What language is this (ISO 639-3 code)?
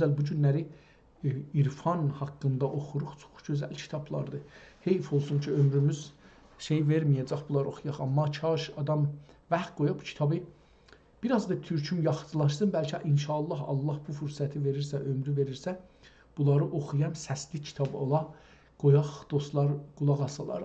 azb